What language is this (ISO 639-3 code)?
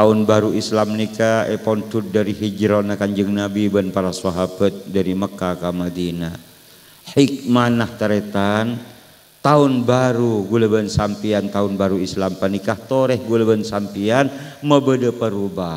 mad